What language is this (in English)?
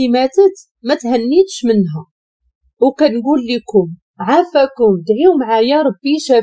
Moroccan Arabic